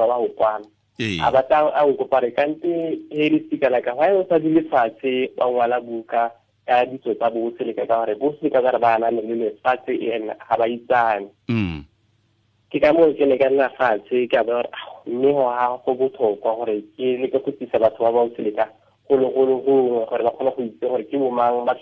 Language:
Tswana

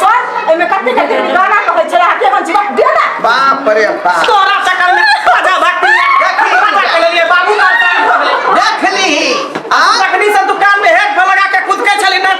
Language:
Maithili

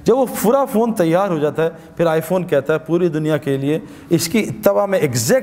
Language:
Urdu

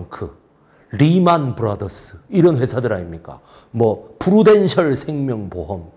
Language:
Korean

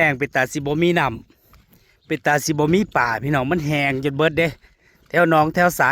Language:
Northeastern Thai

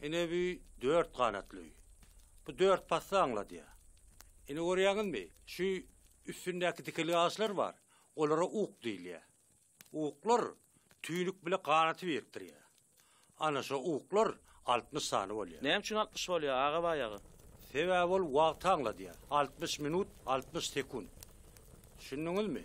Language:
Turkmen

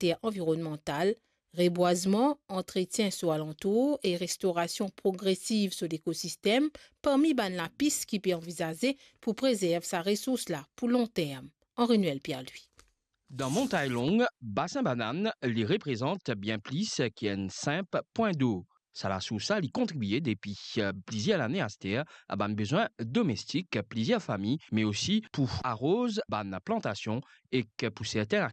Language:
Morisyen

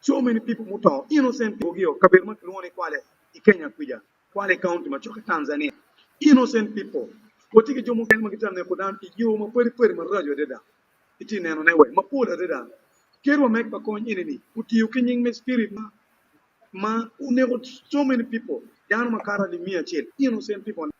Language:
Acoli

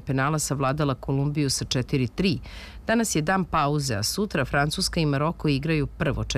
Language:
Serbian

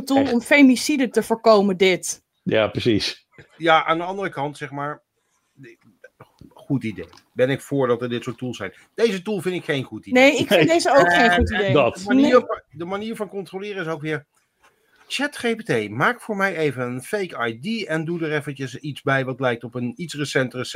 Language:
Dutch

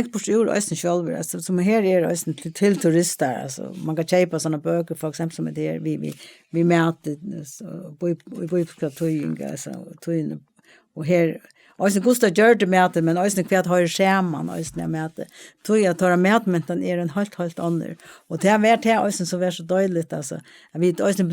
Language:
Faroese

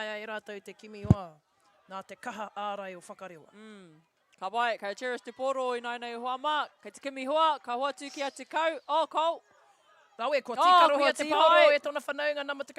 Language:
Māori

